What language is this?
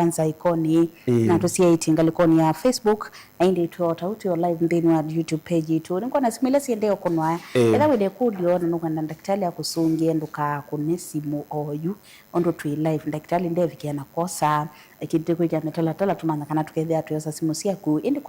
Kamba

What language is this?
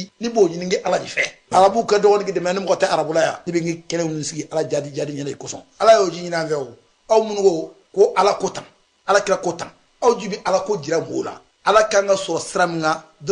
Bambara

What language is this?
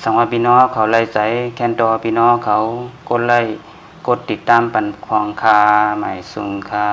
Shan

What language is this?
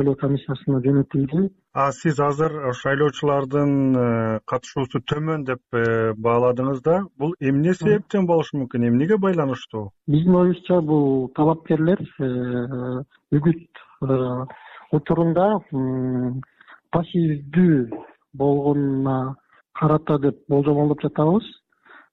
Kyrgyz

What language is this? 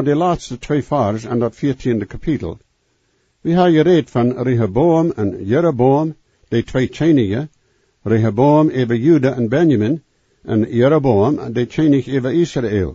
Plautdietsch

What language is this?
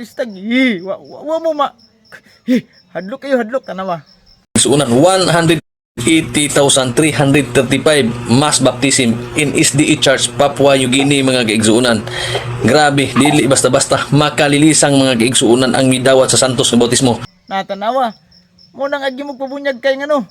Cebuano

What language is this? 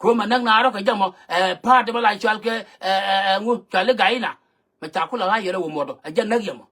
Nuer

